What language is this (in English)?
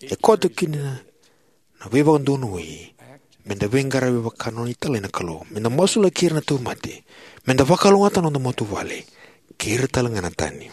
Fijian